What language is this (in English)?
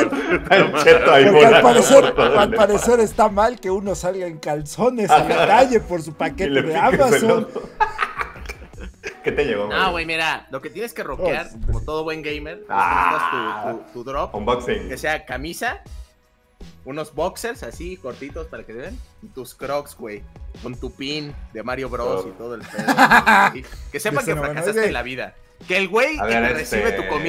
Spanish